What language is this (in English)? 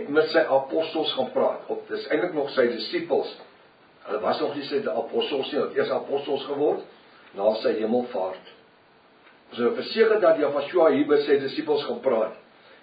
Afrikaans